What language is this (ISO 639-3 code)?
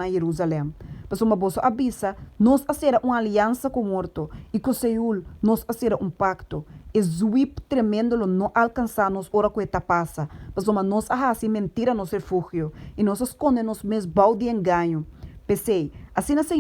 pap